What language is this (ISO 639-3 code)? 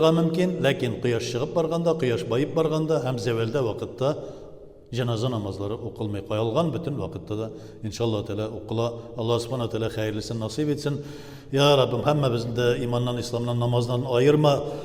tat